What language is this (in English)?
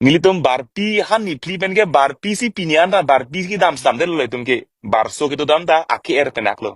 Karbi